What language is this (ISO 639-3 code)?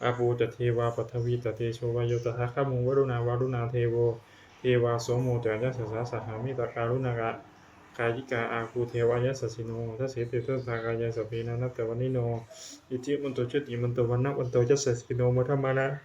pli